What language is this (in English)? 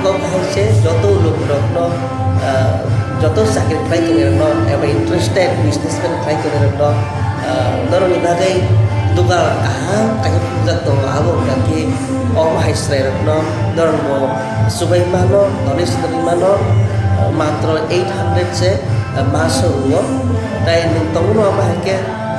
Kok Borok